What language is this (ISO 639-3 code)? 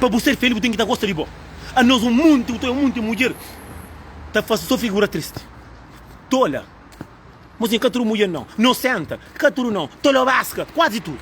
kea